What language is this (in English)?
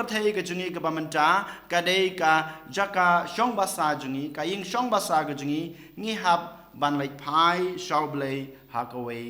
Khasi